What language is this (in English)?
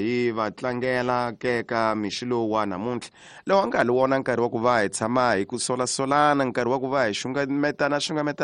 Tsonga